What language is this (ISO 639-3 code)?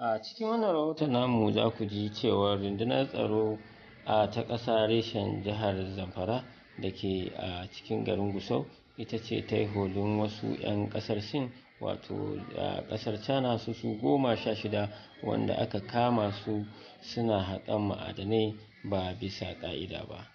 hau